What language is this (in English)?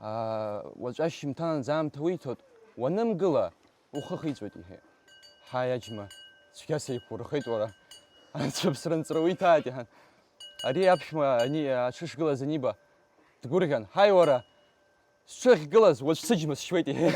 Abkhazian